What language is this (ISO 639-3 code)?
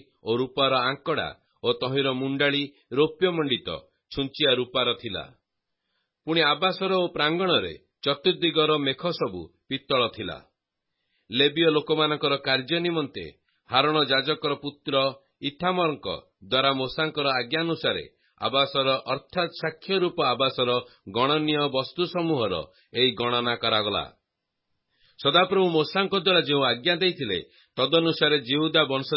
ori